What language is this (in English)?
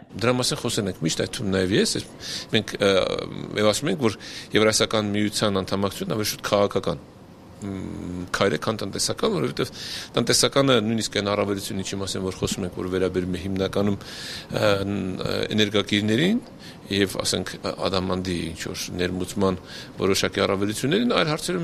Armenian